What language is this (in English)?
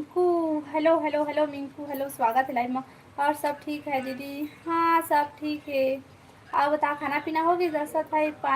Chhattisgarhi